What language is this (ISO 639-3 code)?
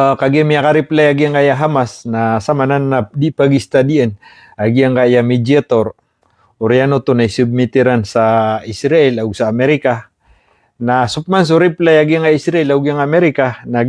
mrw